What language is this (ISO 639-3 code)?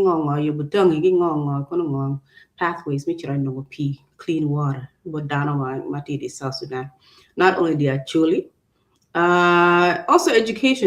ach